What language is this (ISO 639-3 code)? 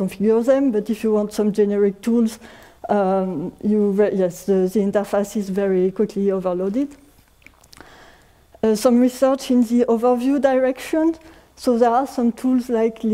eng